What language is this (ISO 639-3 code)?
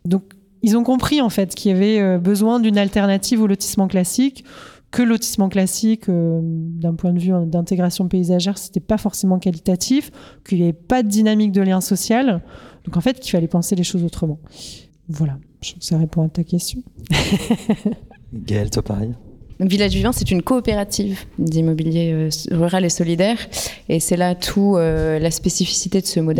fra